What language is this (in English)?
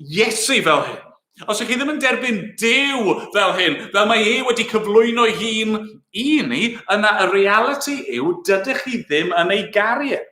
Welsh